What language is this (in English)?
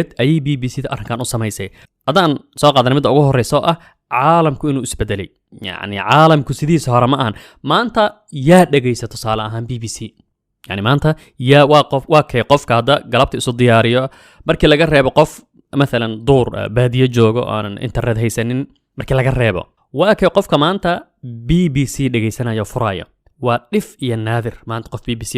Somali